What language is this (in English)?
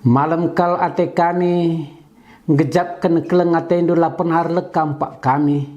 Batak Karo